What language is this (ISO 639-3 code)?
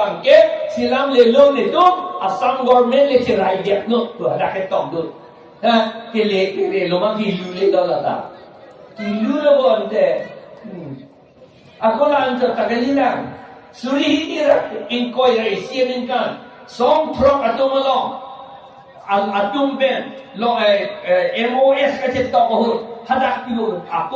mjw